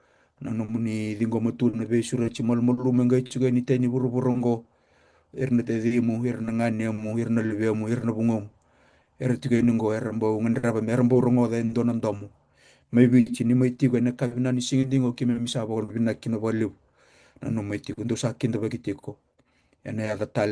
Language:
Fijian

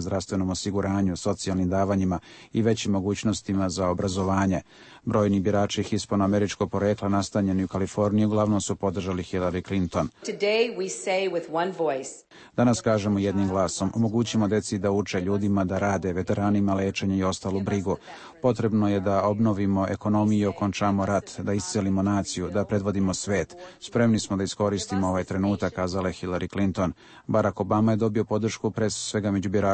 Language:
Serbian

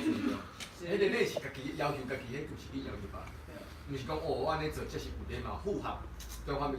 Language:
Min Nan Chinese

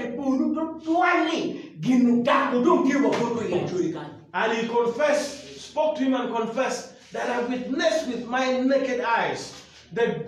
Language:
Acoli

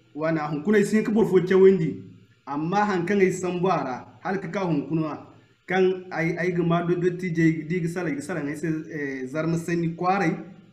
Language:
Zarma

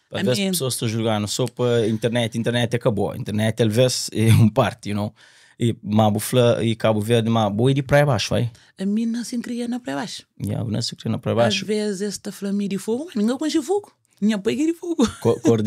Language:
Kabuverdianu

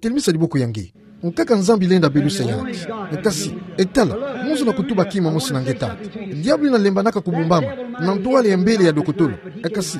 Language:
Kituba (Democratic Republic of Congo)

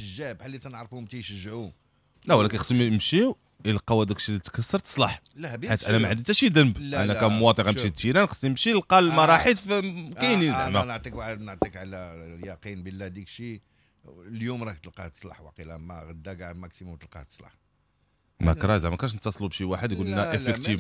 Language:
Moroccan Arabic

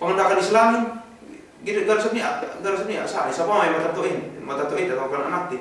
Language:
Yakan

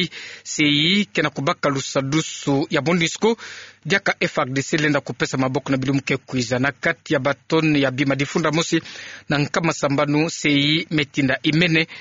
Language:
Kituba (Democratic Republic of Congo)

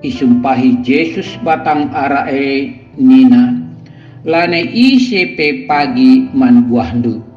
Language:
Batak Karo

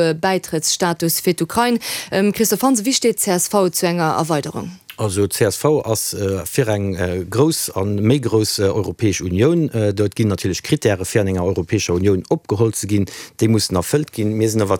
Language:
Luxembourgish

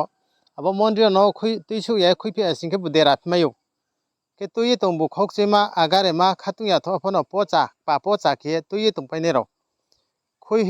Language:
Riang (India)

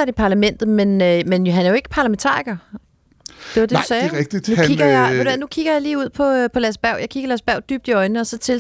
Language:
Danish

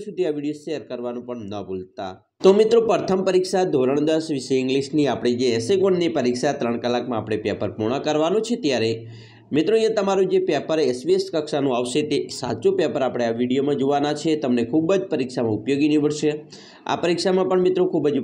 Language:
Gujarati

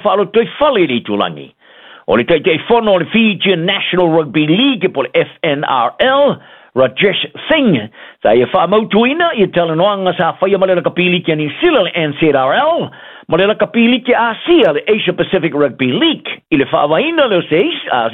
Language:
Samoan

